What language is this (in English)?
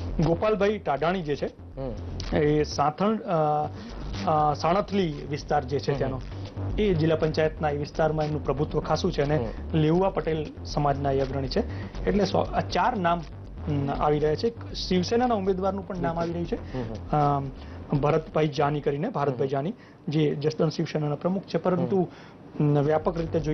Gujarati